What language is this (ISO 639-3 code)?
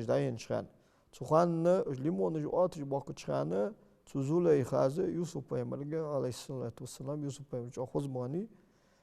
inh